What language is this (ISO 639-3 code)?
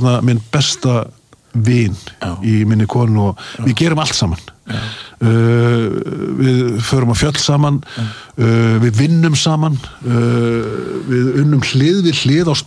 isl